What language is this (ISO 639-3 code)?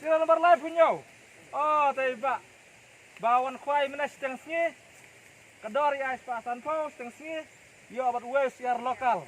kha